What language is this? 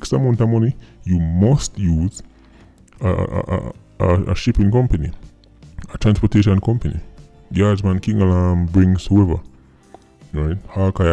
Jamaican Creole English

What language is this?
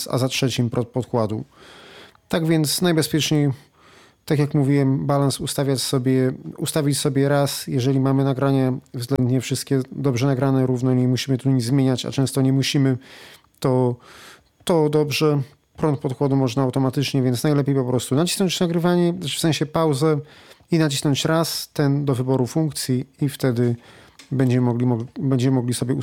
Polish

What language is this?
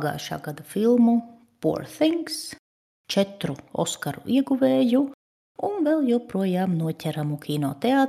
Latvian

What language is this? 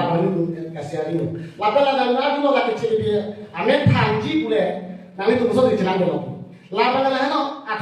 Karbi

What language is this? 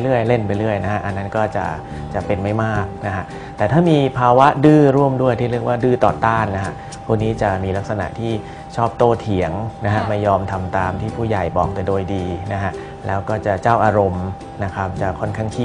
Thai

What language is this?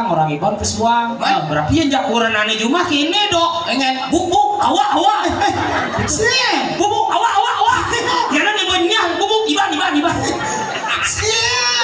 Balinese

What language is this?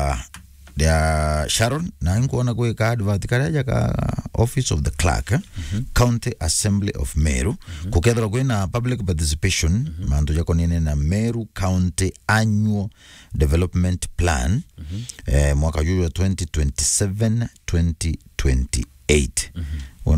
Meru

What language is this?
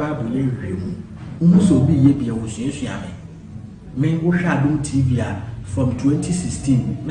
Akan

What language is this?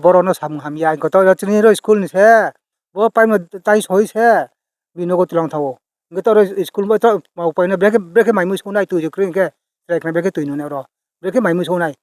Kok Borok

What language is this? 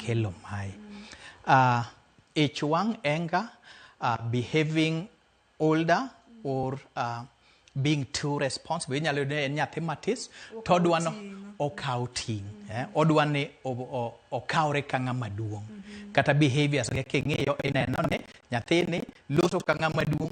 Luo (Kenya and Tanzania)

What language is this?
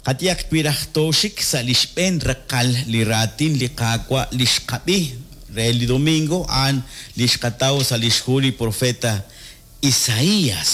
Kekchí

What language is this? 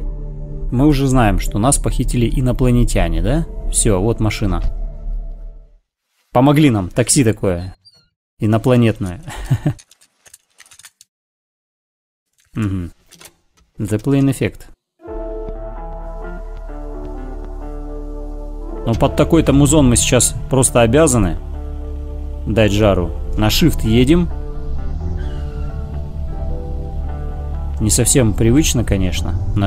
Russian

